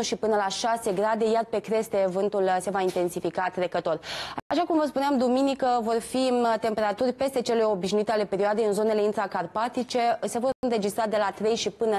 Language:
Romanian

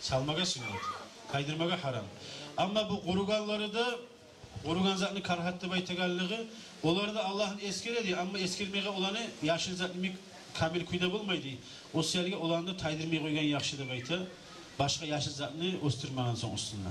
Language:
Kumyk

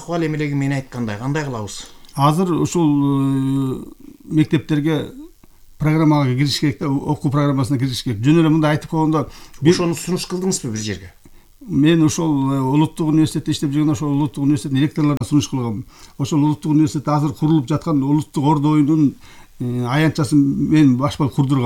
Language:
Kyrgyz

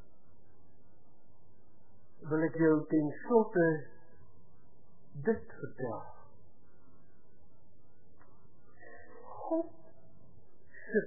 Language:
Afrikaans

